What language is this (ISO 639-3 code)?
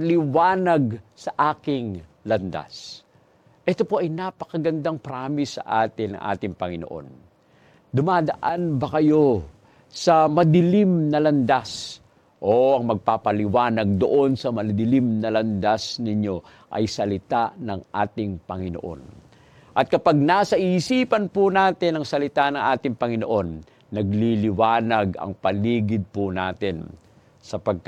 fil